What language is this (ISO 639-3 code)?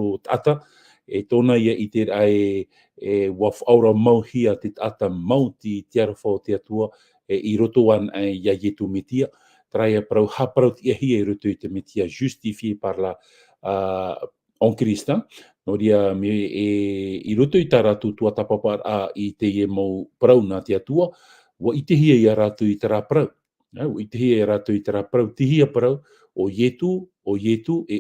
tah